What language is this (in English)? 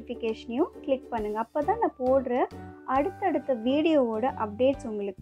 Tamil